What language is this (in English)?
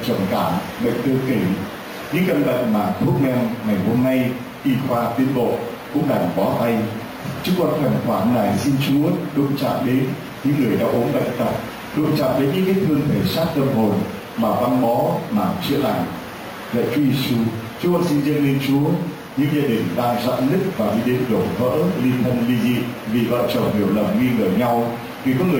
Vietnamese